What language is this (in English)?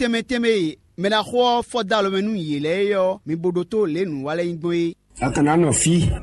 Fon